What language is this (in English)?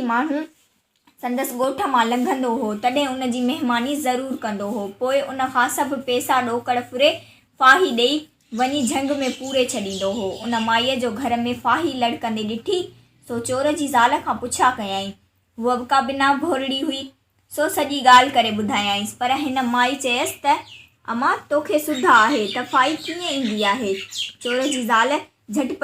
Sindhi